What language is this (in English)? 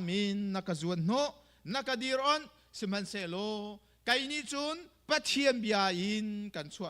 Hakha Chin